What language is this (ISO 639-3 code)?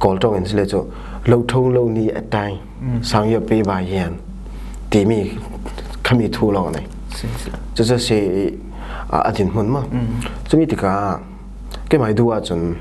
cfm